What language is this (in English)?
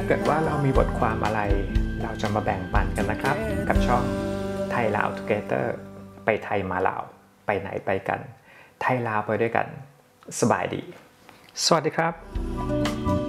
Thai